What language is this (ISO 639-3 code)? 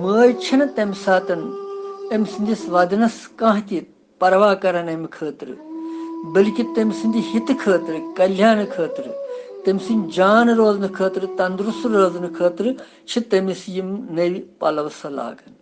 kas